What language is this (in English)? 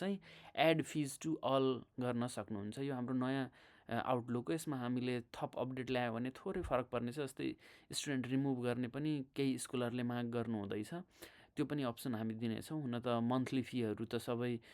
Nepali